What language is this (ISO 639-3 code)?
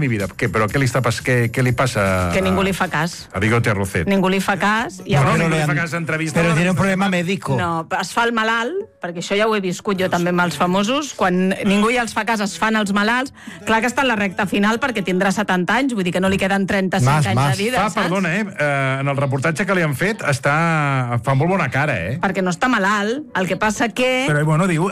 cat